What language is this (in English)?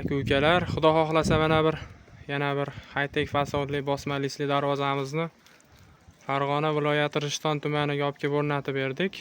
Uzbek